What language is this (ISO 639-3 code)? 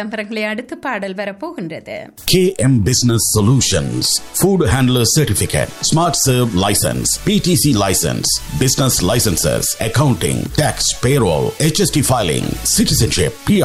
tam